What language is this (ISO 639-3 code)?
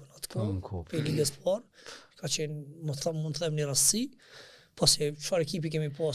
sqi